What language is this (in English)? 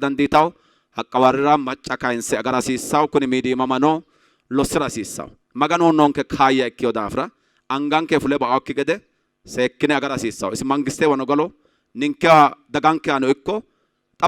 Sidamo